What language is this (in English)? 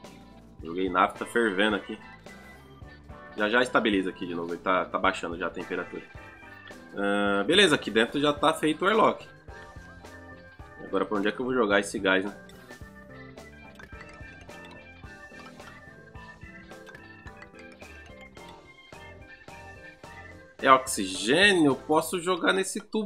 Portuguese